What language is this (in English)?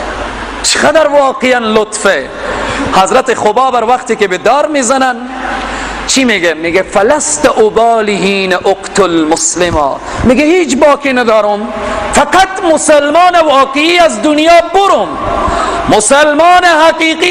Persian